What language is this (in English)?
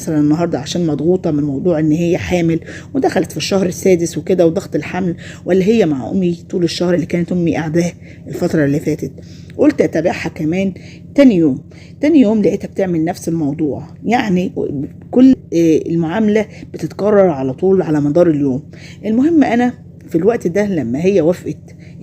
Egyptian Arabic